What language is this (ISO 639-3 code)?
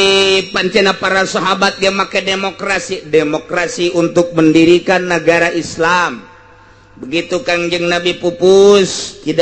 sun